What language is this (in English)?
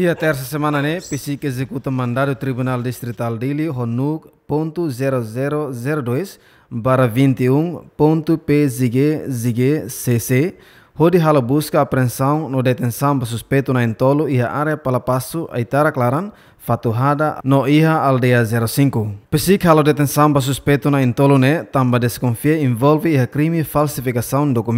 Tetum